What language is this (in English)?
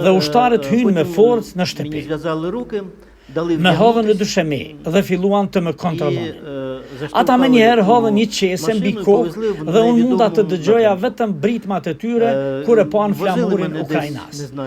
Albanian